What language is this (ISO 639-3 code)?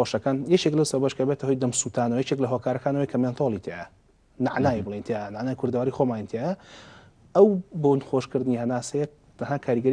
ckb